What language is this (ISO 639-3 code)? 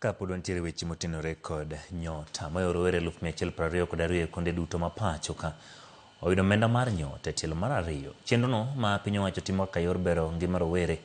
luo